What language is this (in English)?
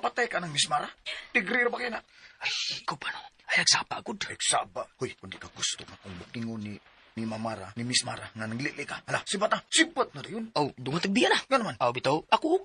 Cebuano